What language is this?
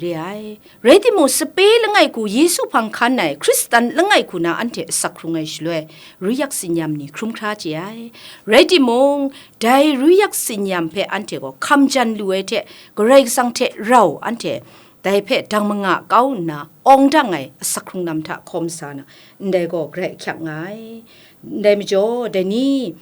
Kachin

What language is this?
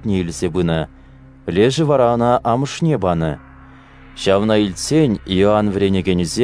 Chuvash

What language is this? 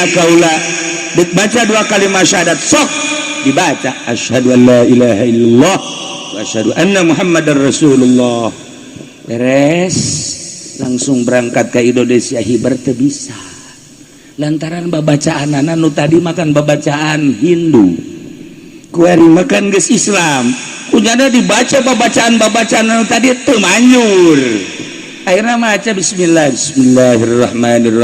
Sundanese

